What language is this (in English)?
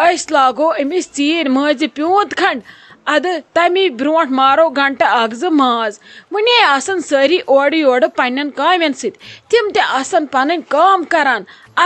Kashmiri